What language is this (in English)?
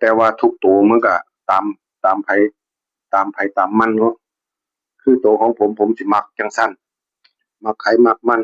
Northeastern Thai